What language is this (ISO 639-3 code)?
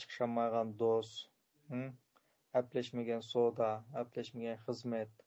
uig